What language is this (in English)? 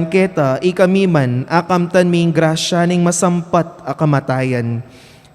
Pampanga